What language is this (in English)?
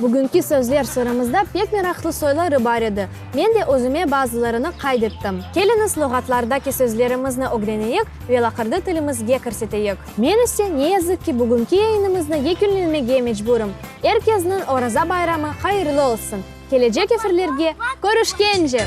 Crimean Tatar